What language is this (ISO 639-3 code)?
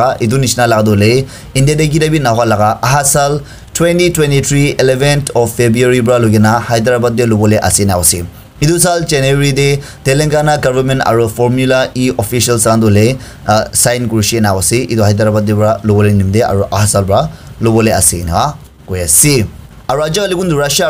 nag